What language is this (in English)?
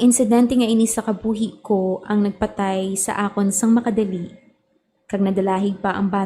Hiligaynon